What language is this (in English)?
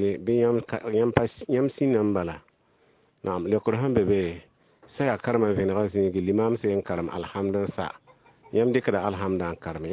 Mossi